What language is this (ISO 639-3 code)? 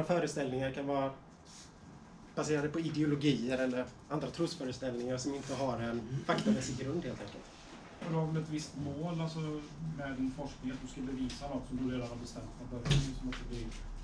swe